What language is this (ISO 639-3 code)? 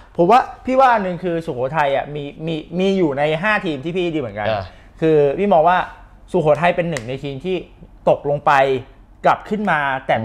tha